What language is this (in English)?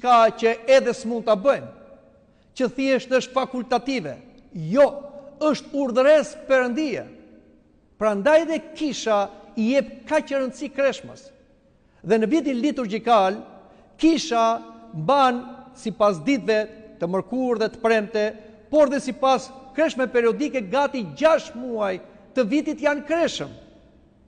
Albanian